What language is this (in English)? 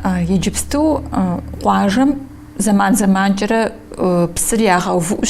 Kabardian